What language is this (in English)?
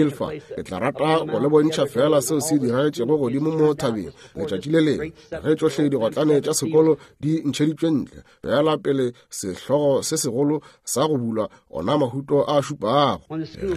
Northern Sotho